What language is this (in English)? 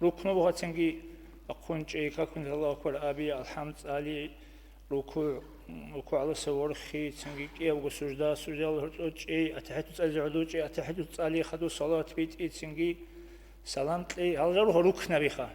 Avaric